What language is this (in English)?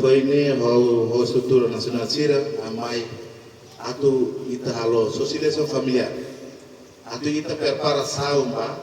Tetum